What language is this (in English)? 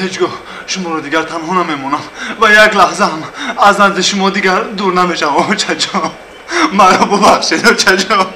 Tajik